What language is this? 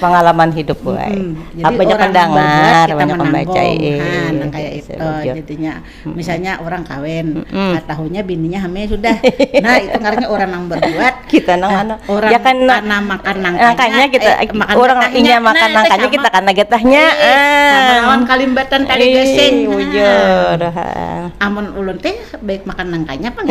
Banjar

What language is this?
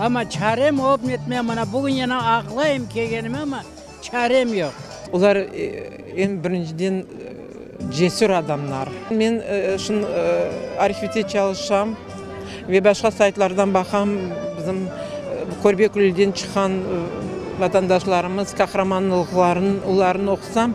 Crimean Tatar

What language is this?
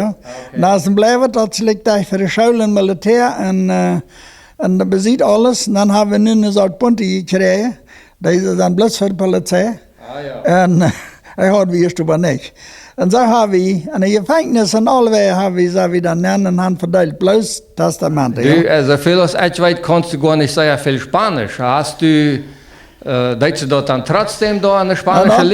Plautdietsch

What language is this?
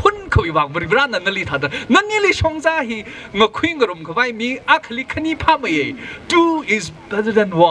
Tangkhul Naga (India)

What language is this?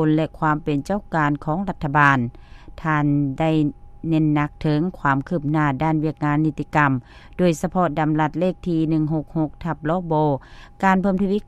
Lao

